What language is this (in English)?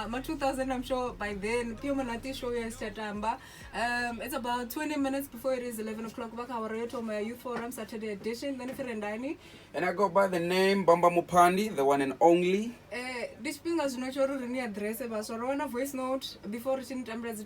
Venda